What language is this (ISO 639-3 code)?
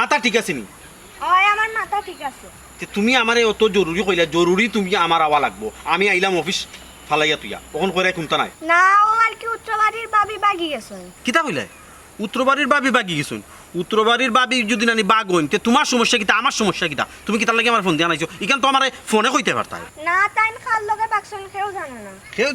syl